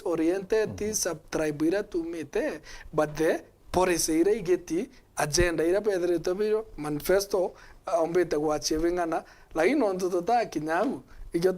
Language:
Meru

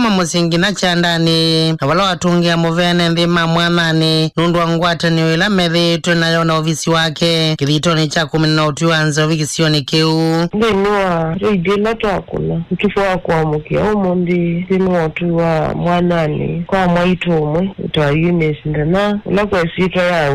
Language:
Kamba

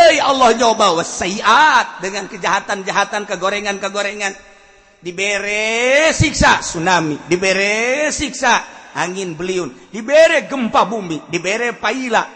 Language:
Sundanese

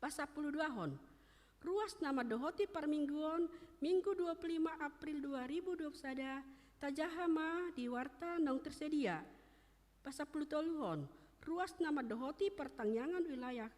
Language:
Batak Toba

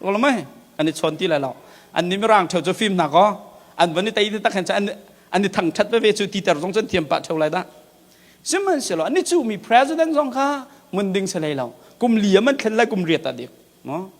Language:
Hakha Chin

